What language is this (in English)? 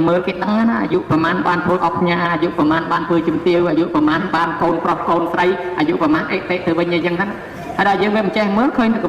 Khmer